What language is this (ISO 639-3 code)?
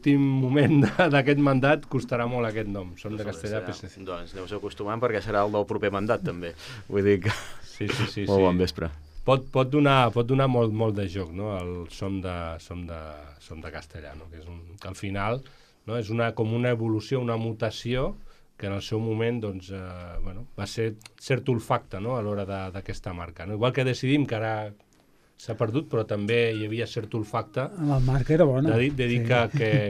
cat